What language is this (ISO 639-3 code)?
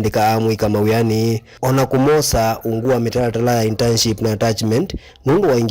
kam